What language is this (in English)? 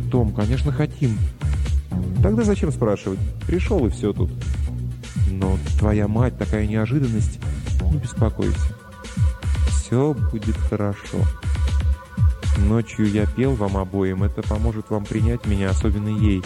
Russian